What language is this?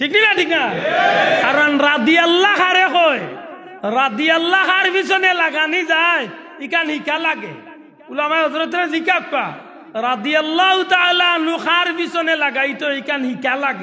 Sylheti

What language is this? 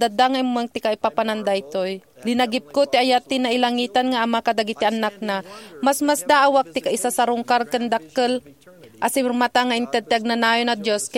Iloko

